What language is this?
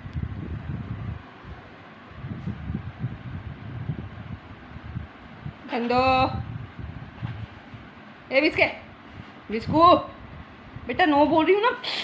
Hindi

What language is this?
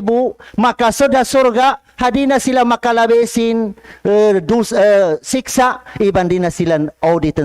Tausug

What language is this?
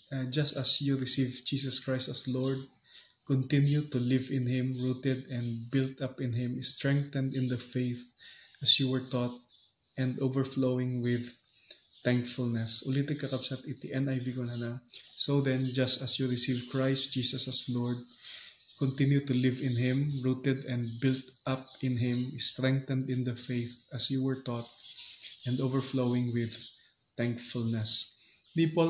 Iloko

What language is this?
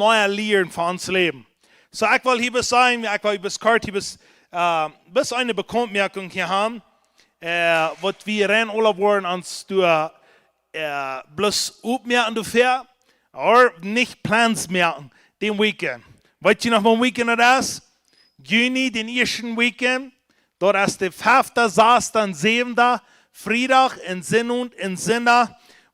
Plautdietsch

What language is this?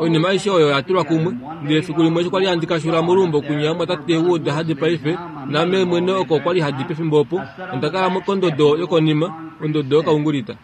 Kuanyama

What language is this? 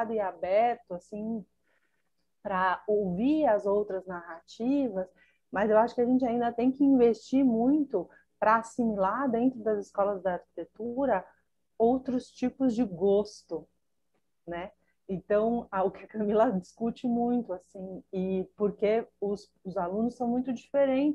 Portuguese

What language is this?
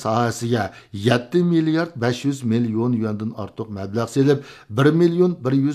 Uyghur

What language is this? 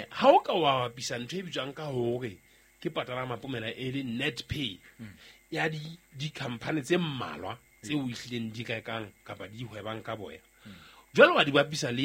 Southern Sotho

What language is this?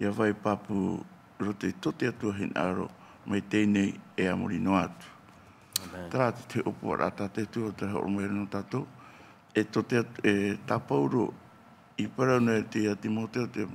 Tahitian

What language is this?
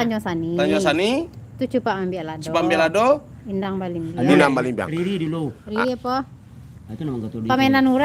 Minangkabau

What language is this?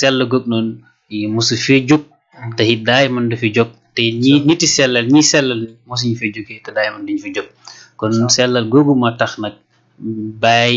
Wolof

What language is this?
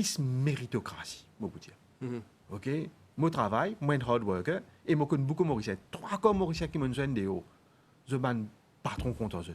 Morisyen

